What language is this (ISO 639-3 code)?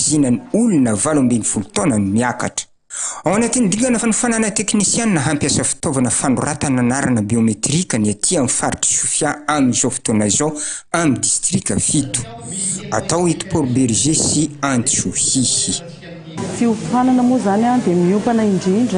mlg